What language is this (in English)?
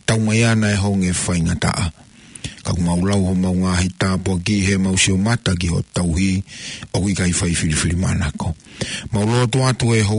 Tongan